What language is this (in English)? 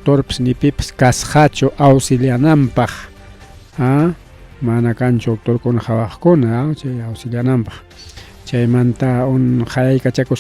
Ayacucho Quechua